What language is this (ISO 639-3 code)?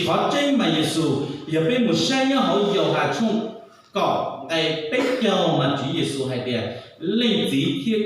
hmn